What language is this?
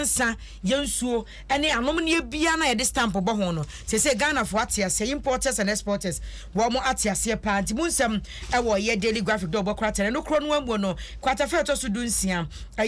Akan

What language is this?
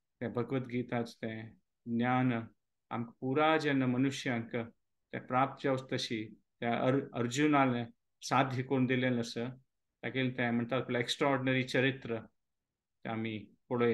Konkani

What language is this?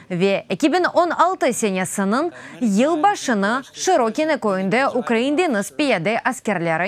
Crimean Tatar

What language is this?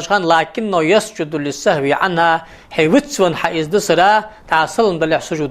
Ingush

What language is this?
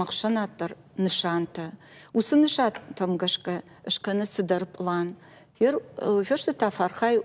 Ossetic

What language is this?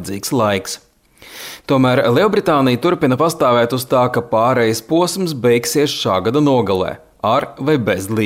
Latvian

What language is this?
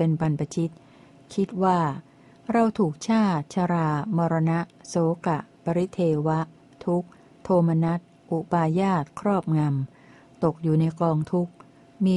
Thai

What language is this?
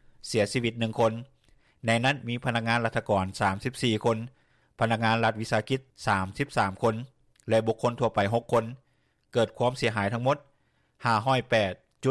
Lao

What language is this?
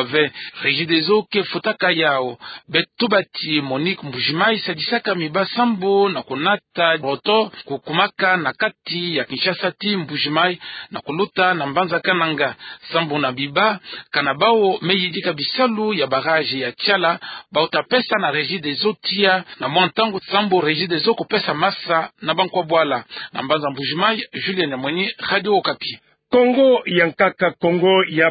Kituba (Democratic Republic of Congo)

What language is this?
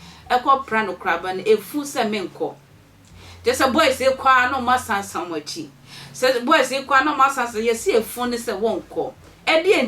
Akan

